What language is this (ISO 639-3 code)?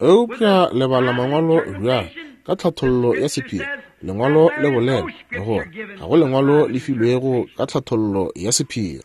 nso